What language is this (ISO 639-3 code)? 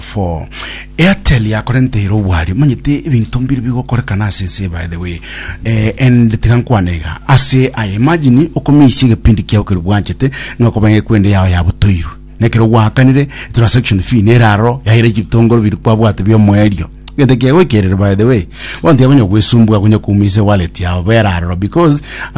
guz